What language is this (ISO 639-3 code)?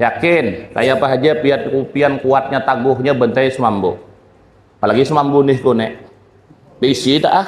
bjn